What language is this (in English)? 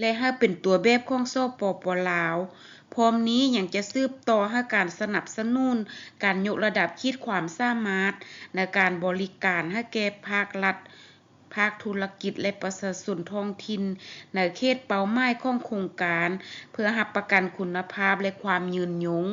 Lao